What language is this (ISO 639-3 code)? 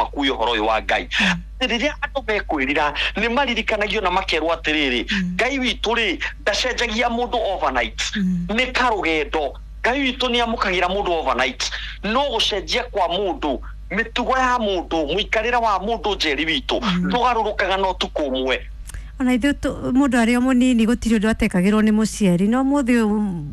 kik